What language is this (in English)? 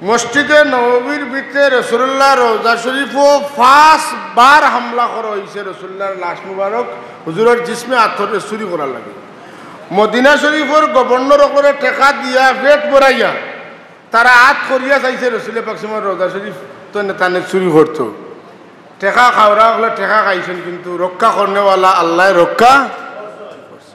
Sylheti